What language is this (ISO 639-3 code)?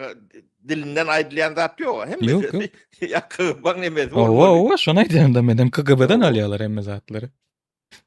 tuk